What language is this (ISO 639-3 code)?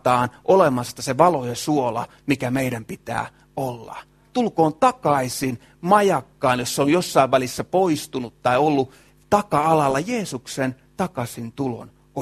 fin